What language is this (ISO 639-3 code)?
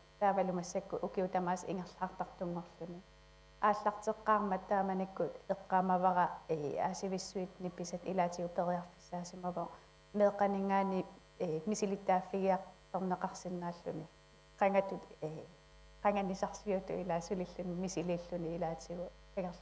kal